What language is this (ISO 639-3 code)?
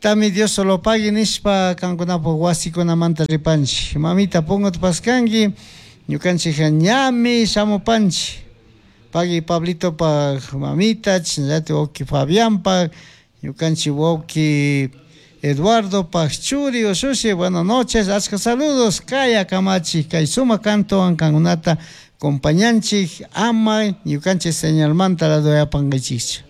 qug